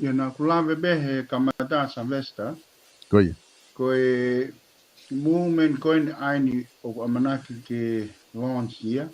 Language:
Tongan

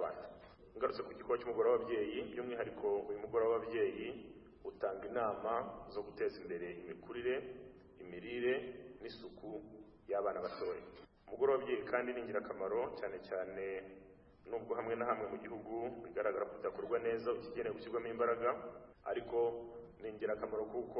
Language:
Kinyarwanda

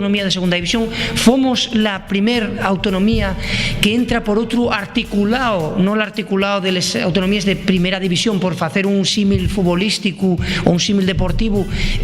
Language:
Asturian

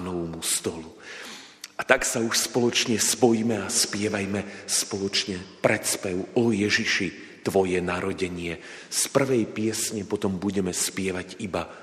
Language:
Slovak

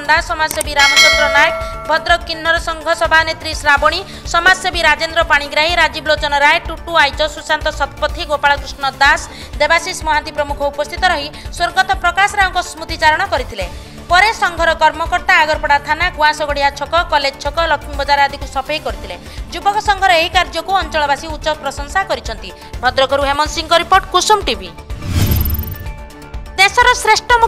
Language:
Odia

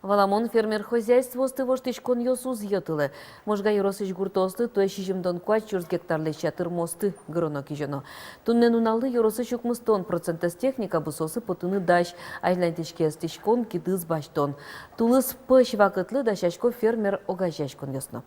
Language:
Udmurt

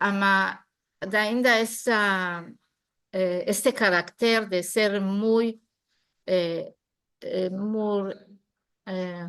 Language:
Ladino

